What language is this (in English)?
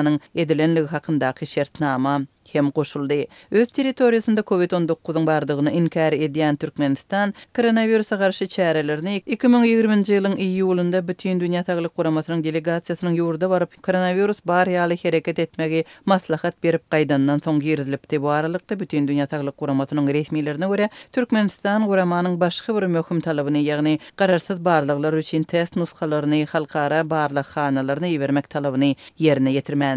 Turkmen